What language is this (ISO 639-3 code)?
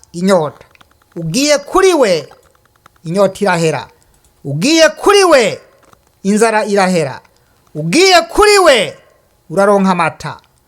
run